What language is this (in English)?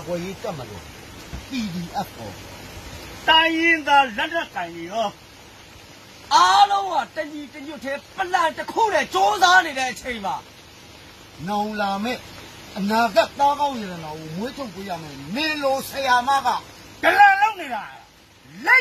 Burmese